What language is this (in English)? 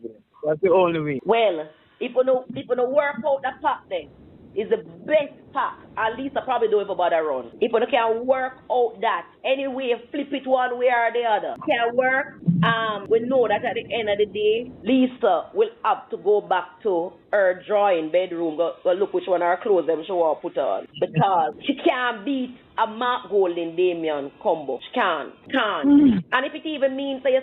Jamaican Creole English